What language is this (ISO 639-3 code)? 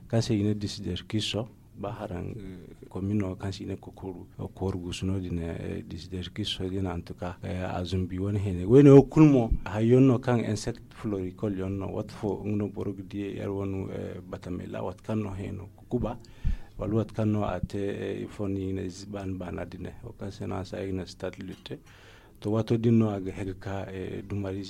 dje